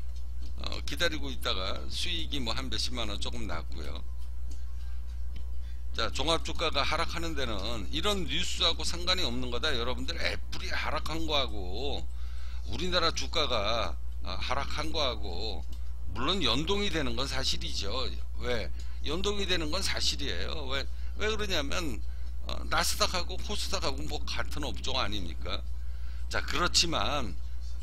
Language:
Korean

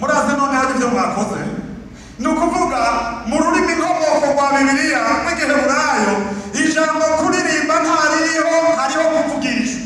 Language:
Rundi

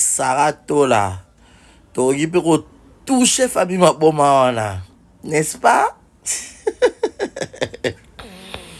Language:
Lingala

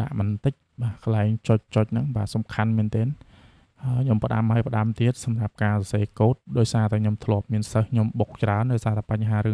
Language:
Khmer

